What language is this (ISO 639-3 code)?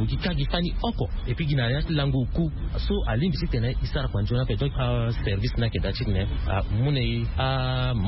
sag